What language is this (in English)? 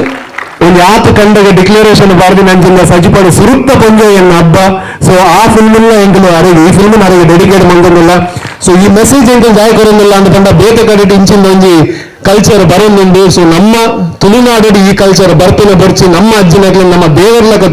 Tulu